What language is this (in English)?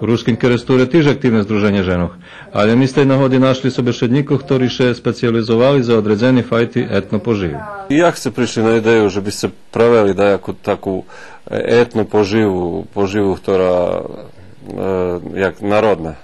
Rusyn